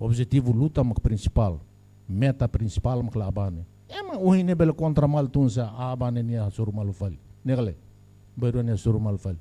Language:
Tetum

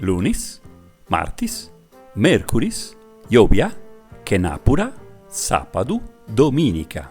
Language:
Sardinian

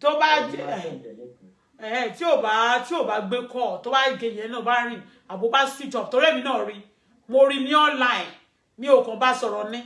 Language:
Yoruba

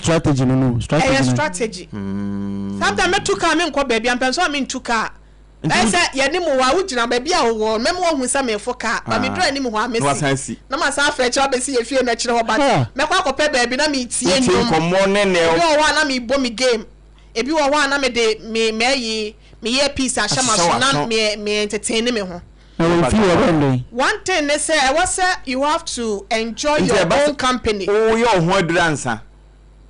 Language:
Akan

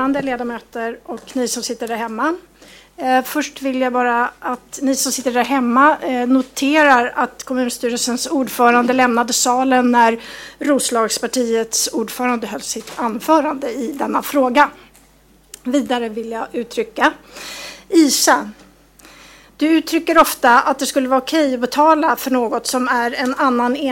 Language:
Swedish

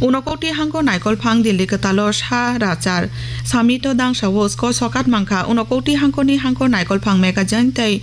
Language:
Kok Borok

